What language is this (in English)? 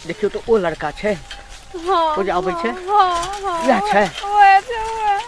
Maithili